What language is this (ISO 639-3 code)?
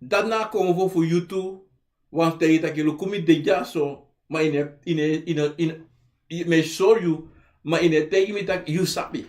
srn